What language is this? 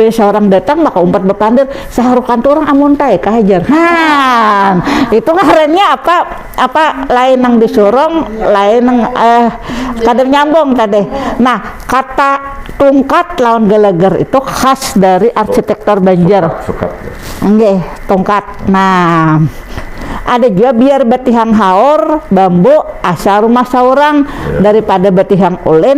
Banjar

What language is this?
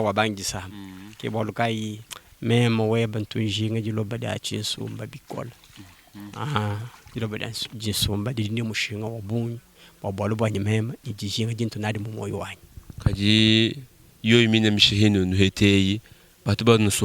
Luba-Lulua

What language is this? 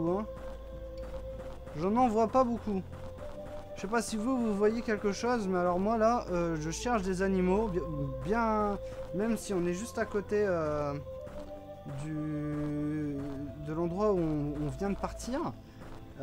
French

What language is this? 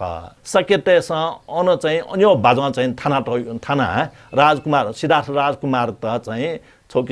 Newari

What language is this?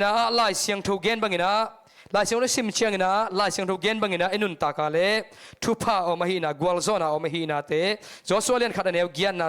Tedim Chin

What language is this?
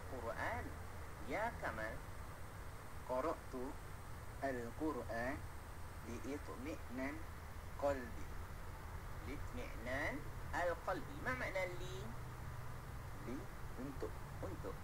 Malay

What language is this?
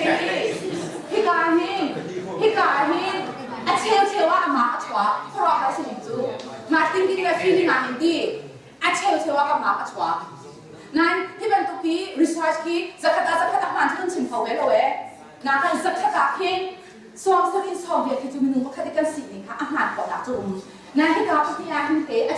Hakha Chin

